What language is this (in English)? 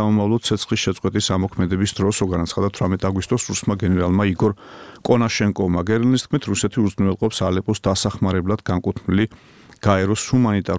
Georgian